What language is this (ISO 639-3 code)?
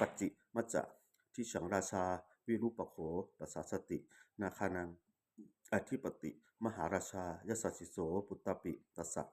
pli